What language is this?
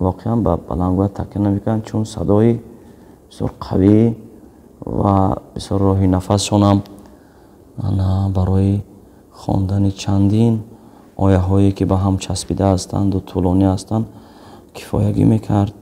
Tajik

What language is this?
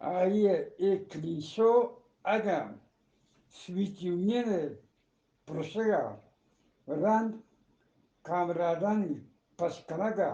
Eastern Balochi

